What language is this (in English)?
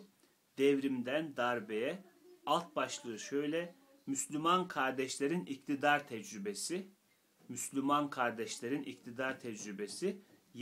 Turkish